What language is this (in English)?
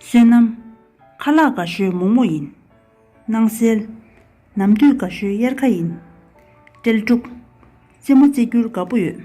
Tibetan